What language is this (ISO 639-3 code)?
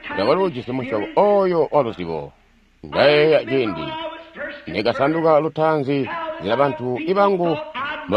toi